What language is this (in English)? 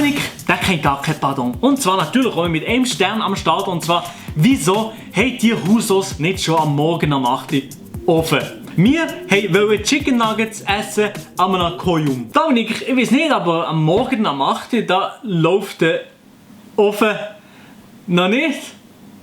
Swiss German